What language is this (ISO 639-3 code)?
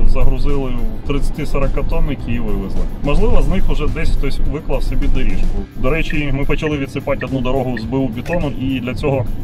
ukr